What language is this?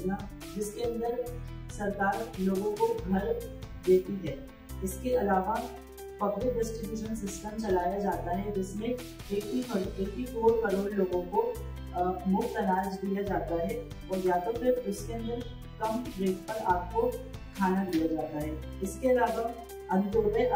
Hindi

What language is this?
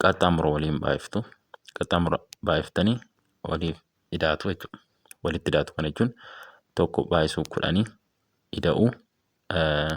Oromo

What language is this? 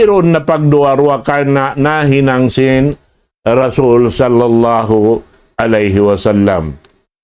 Tausug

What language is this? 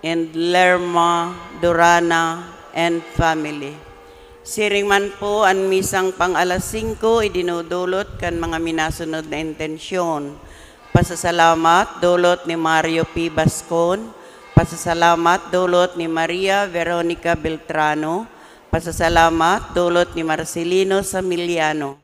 Bikol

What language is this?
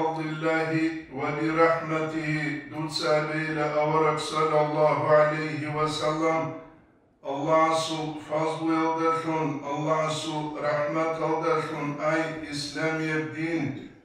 Avaric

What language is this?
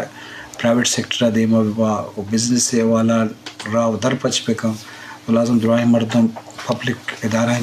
Eastern Balochi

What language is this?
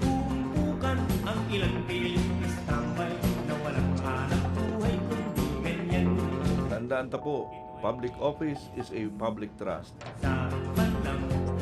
Bikol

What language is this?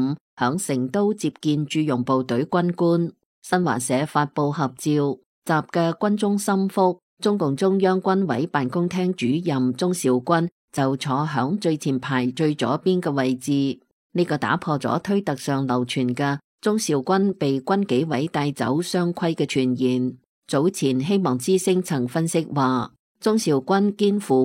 Cantonese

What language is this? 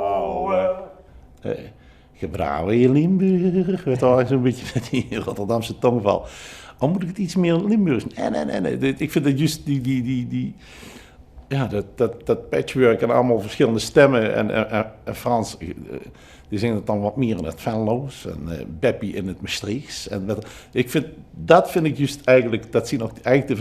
Limburgish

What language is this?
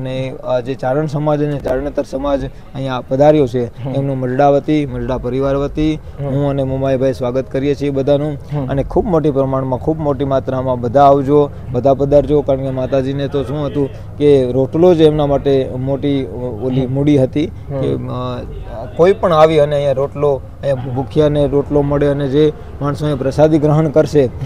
Gujarati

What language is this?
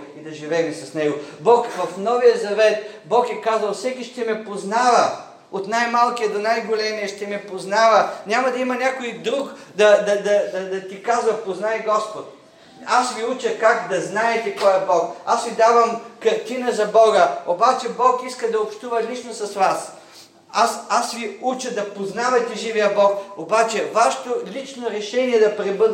Bulgarian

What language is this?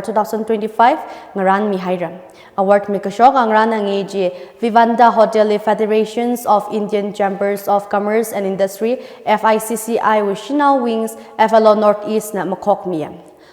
Tangkhul Naga (India)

